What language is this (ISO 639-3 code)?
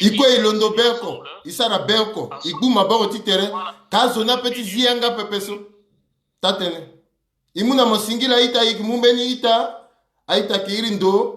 sag